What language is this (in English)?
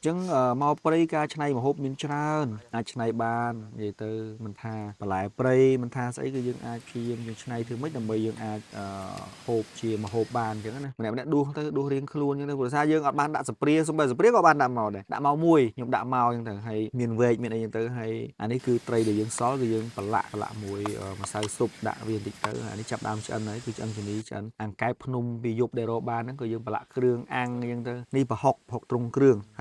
Khmer